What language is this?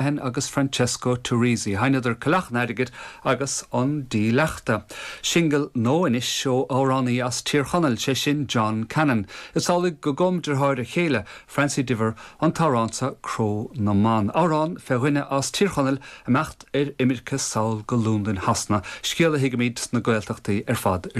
Irish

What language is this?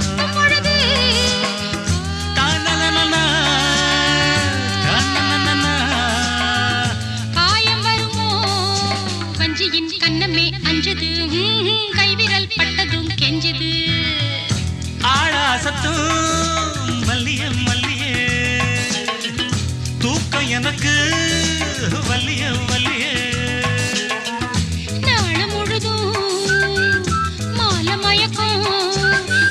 Tamil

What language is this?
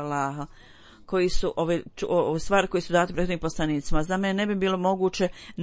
Bosnian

